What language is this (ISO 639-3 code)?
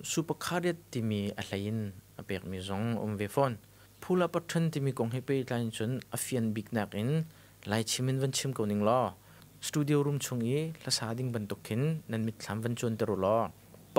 cnh